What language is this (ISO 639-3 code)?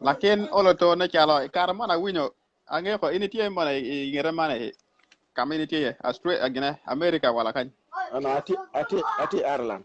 ach